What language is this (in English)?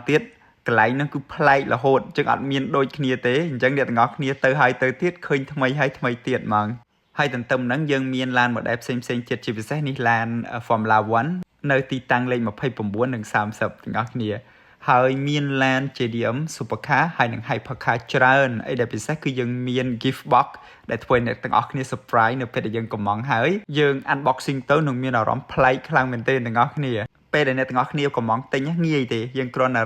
Khmer